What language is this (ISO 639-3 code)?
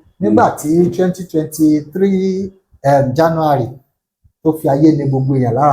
yor